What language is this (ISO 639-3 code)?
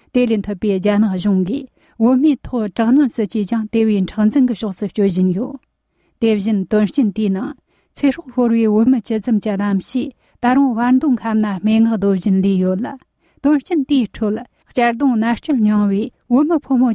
bod